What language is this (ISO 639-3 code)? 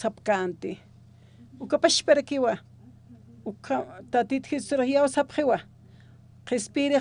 aym